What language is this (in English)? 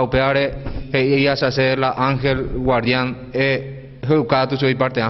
Guarani